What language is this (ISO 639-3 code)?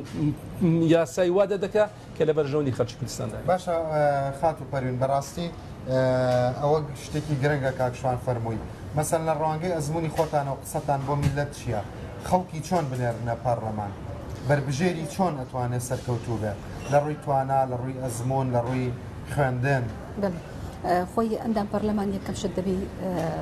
ckb